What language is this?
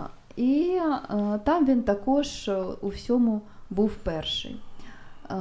Ukrainian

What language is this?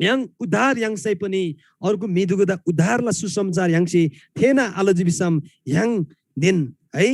Eastern Tamang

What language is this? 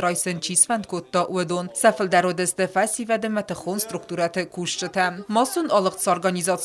Ossetic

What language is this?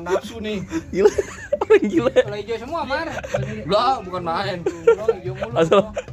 Betawi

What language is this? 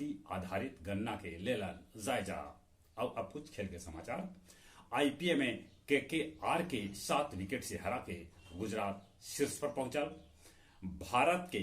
Magahi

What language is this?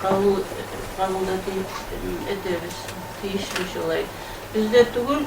Kumyk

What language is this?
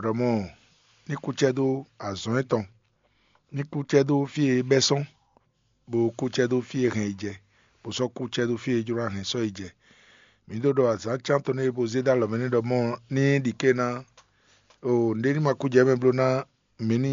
Fon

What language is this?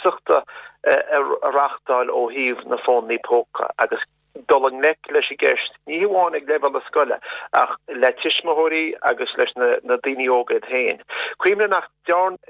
Irish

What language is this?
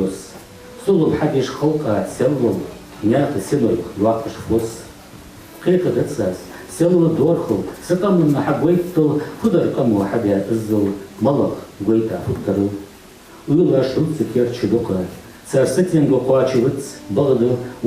Ingush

